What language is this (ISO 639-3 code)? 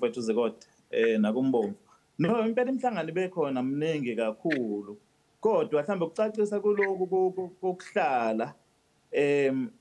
zul